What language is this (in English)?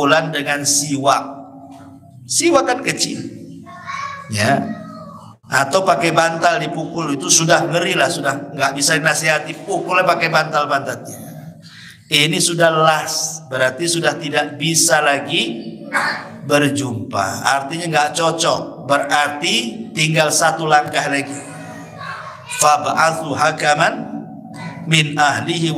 Indonesian